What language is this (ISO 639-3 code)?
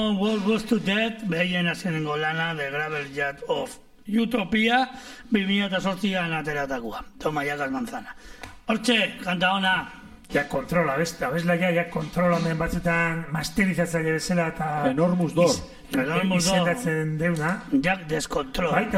eus